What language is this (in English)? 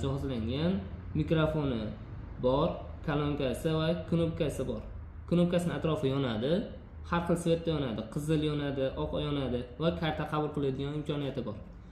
Uzbek